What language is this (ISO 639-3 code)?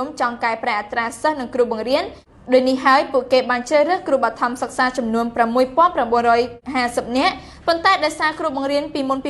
khm